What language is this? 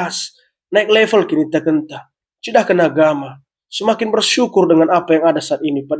Batak Karo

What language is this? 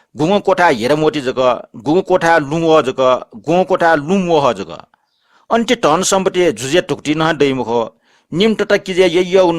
Newari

